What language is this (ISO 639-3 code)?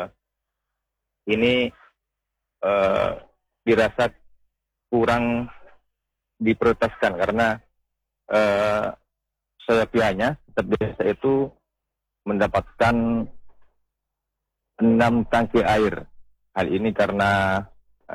ind